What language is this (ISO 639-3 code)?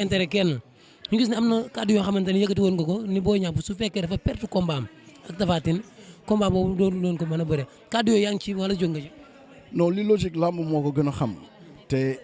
wol